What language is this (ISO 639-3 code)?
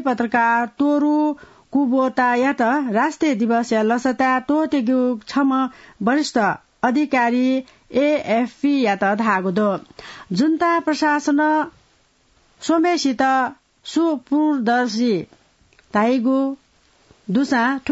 new